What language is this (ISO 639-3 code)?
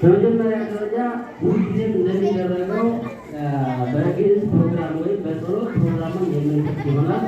amh